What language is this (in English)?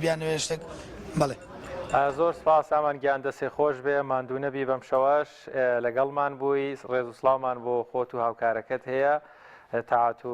Central Kurdish